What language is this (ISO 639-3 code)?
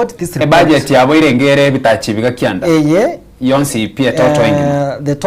guz